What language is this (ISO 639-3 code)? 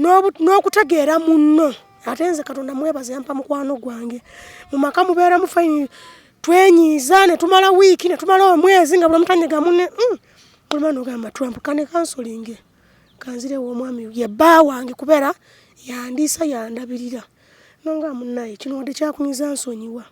lug